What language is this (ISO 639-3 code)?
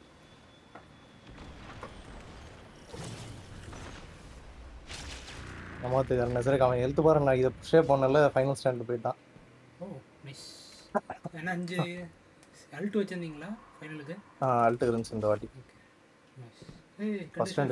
tam